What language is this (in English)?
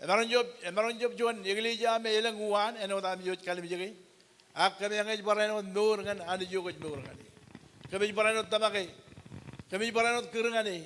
Marshallese